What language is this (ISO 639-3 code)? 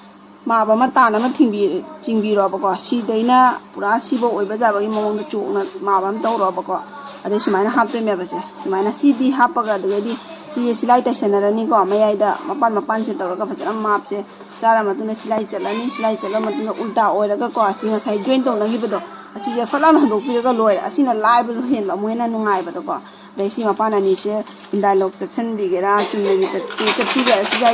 mni